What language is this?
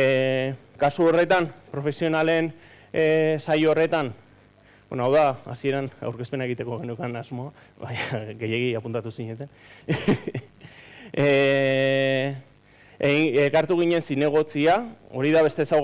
Basque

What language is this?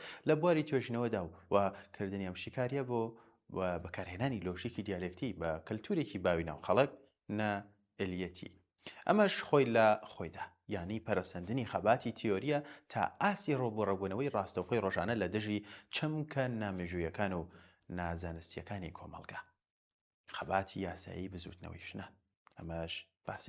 Central Kurdish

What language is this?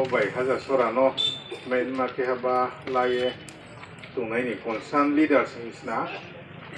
Riang (India)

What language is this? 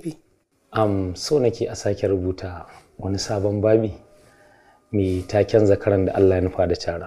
Hausa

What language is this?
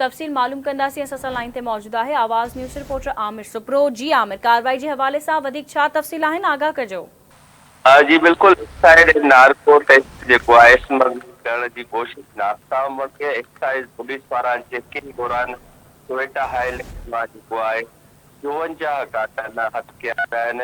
Sindhi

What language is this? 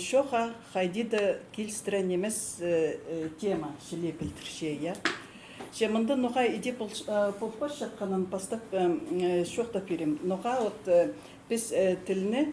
Khakas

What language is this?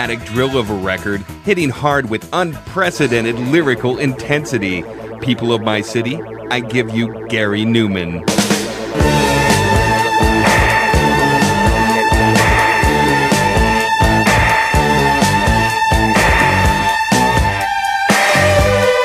English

